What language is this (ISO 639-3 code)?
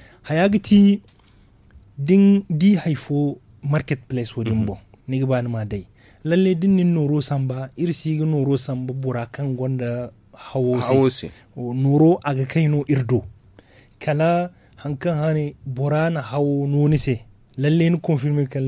dje